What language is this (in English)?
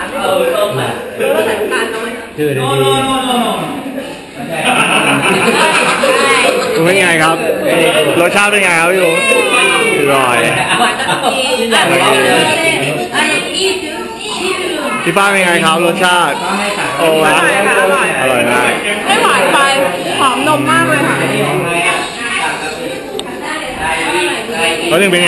Thai